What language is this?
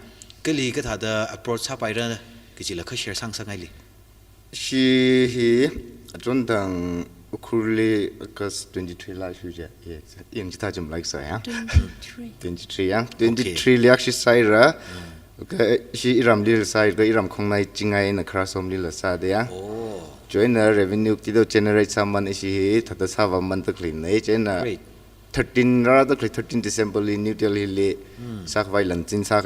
Tangkhul Naga (India)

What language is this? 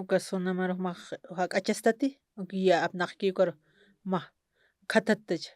Aymara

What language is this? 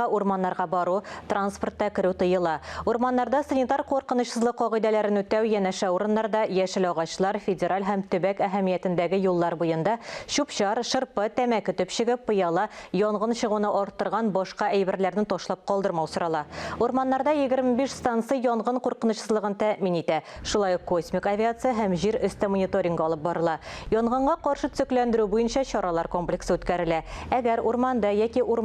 Tatar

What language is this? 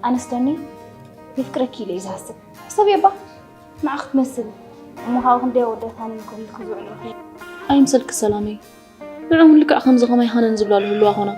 Tigrinya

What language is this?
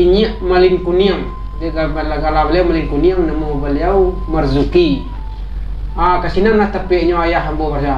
Minangkabau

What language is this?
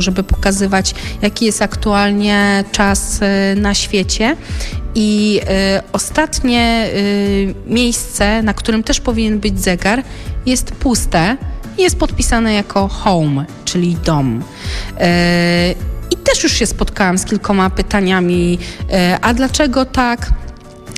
Polish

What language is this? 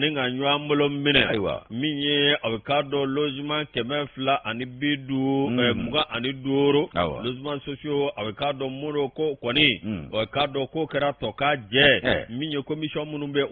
Bambara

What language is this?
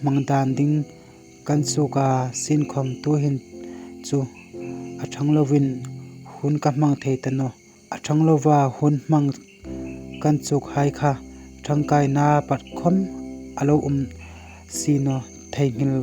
Hmar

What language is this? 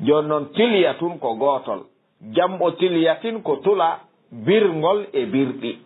Fula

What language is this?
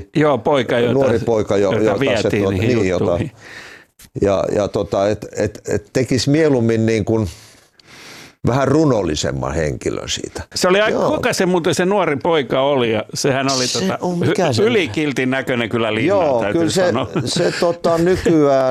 Finnish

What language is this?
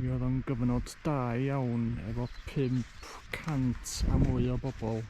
Welsh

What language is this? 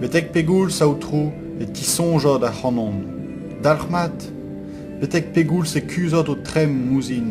Breton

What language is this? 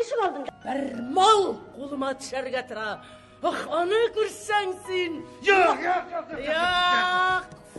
Tatar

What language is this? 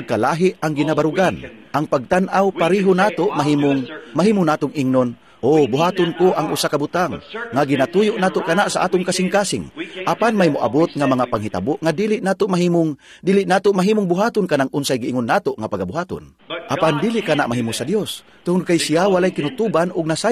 Cebuano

